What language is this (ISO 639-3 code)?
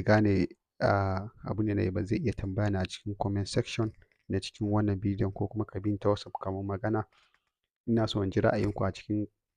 hau